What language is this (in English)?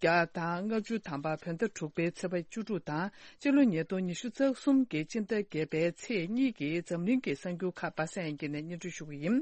Tibetan